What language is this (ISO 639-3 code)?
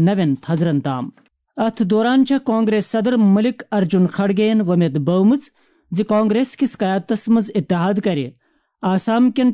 kas